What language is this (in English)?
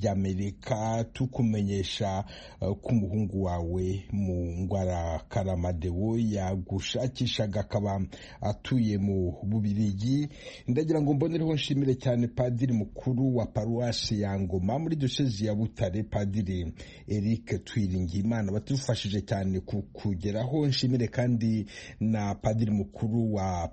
Kinyarwanda